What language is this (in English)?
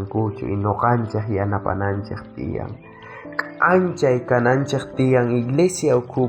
South Bolivian Quechua